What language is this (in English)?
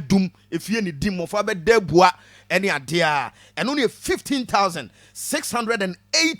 Akan